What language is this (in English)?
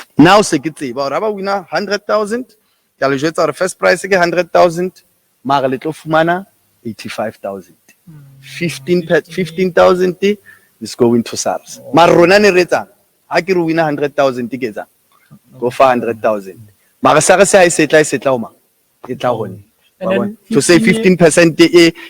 Southern Sotho